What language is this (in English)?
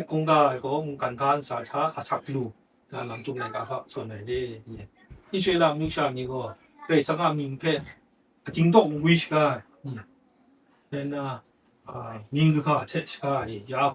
Kachin